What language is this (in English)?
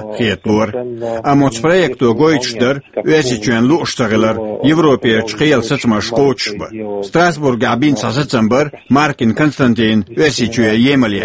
Chechen